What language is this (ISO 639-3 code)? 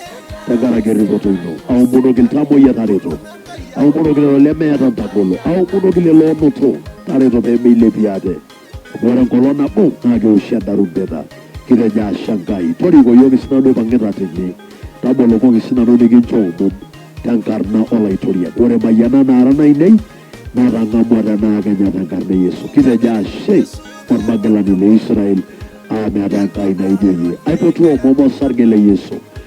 mas